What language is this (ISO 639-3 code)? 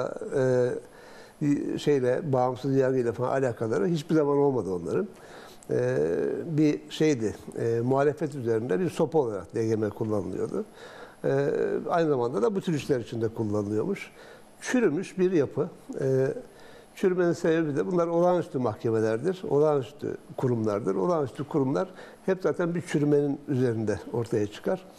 tur